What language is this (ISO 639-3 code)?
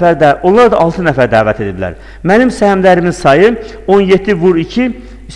aze